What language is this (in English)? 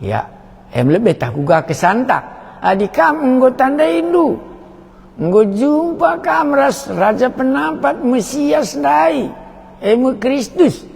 Batak Karo